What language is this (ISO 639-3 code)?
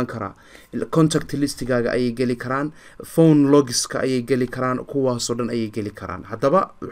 som